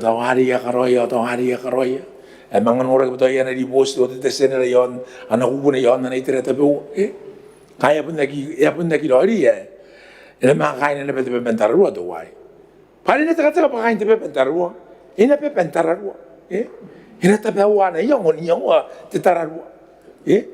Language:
Gilbertese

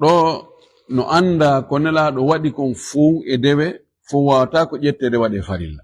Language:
Fula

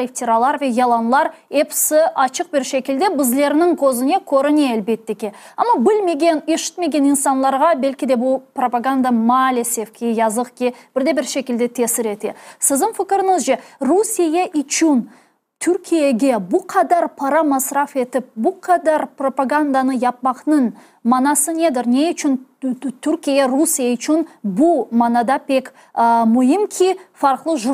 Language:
Crimean Tatar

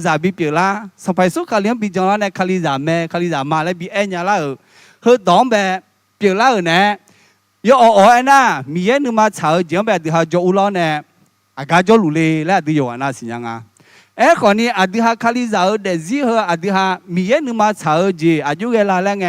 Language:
Akha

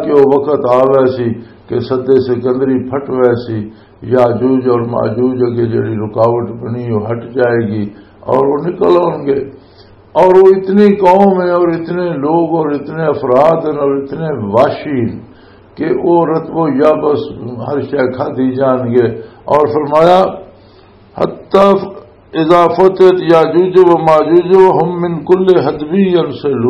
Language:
Western Panjabi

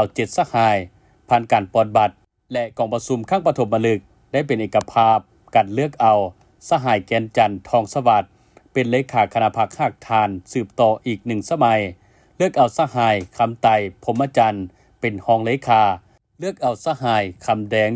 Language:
Lao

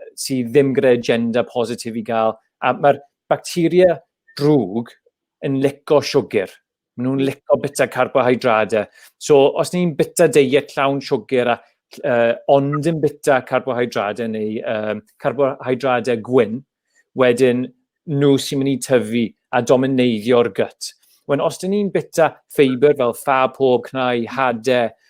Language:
Welsh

